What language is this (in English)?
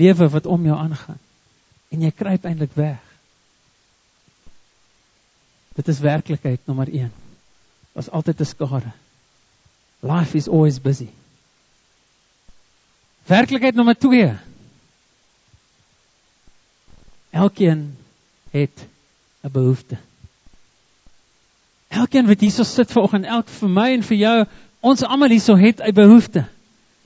Afrikaans